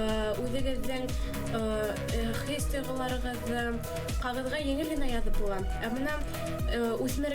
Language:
Bashkir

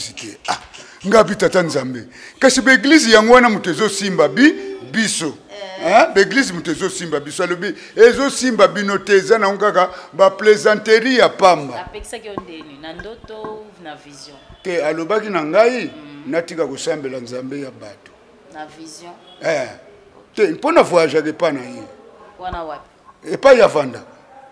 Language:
Lingala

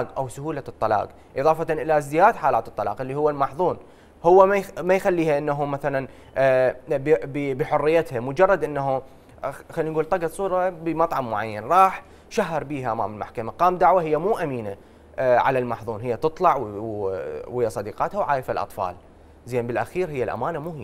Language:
Mesopotamian Arabic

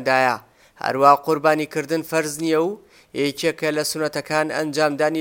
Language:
Central Kurdish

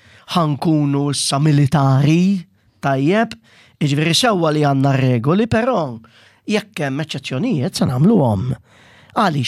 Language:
Maltese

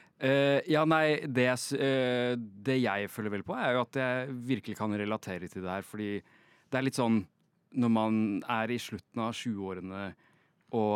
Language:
Norwegian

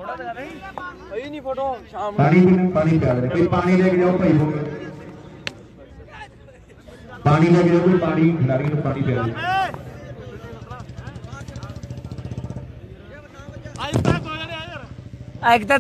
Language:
Punjabi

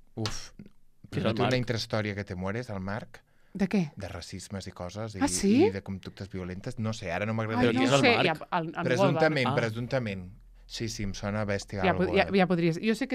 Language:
Catalan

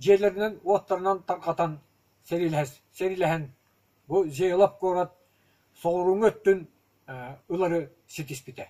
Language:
Yakut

